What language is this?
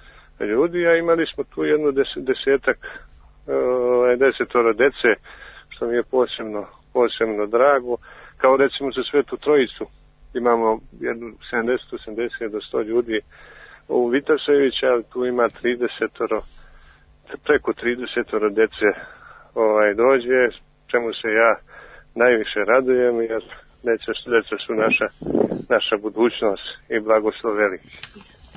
Serbian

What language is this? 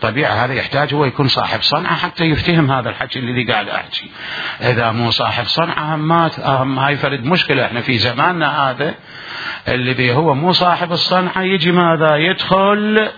Mesopotamian Arabic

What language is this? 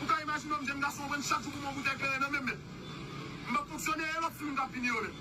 Haitian Creole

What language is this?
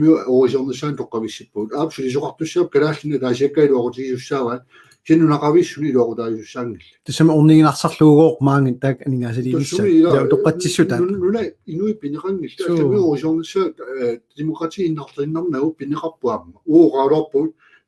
Kalaallisut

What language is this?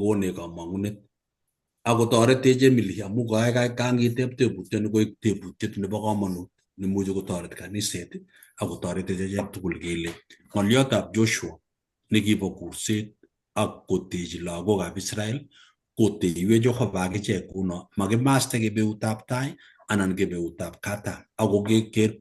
Kalenjin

